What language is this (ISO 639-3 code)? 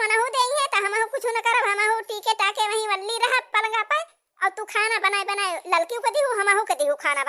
awa